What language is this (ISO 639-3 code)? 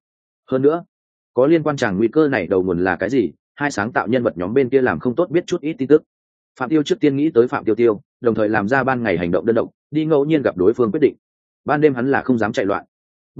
vie